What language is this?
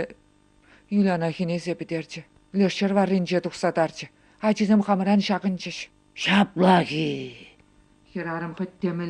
Chuvash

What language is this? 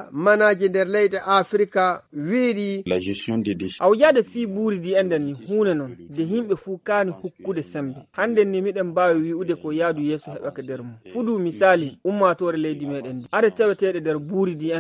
Fula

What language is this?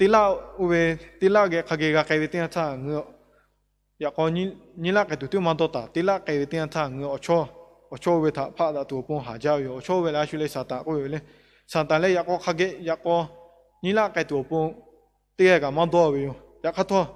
Lahu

